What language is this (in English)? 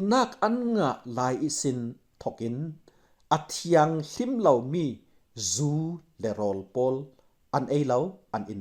Falam Chin